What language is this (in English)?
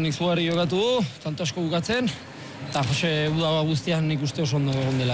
Basque